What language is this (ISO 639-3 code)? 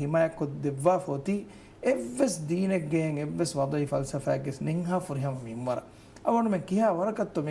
div